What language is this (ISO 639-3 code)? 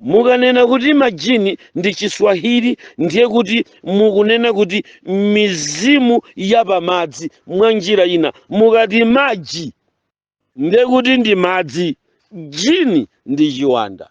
nya